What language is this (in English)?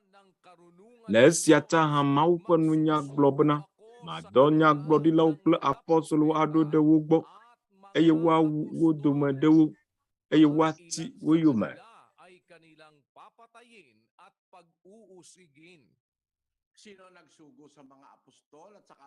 Ewe